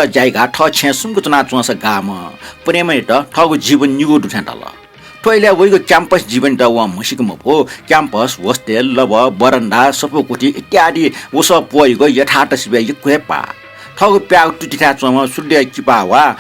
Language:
Newari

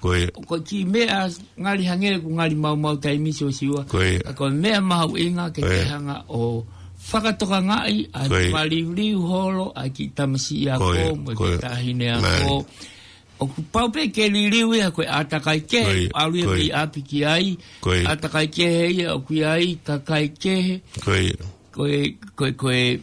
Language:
Tongan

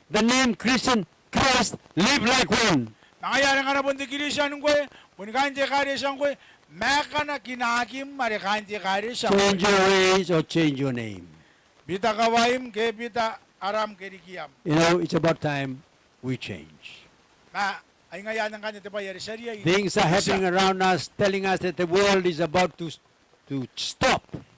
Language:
Gilbertese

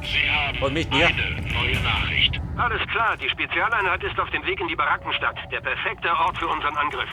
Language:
Bavarian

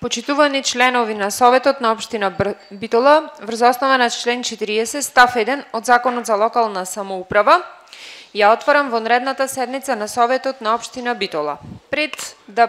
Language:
Macedonian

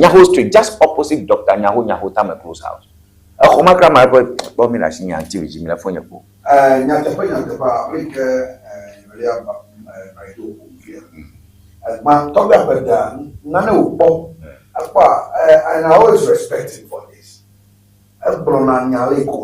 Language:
Ewe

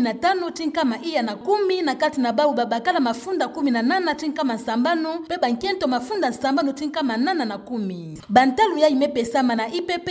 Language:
Kituba (Democratic Republic of Congo)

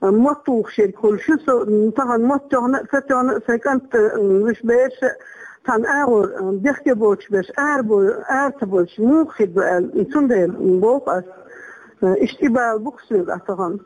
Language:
Chechen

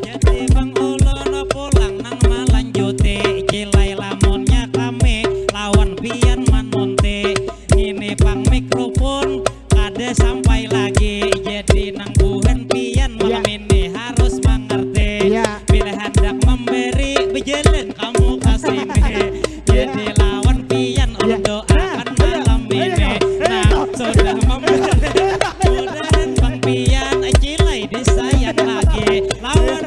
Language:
Banjar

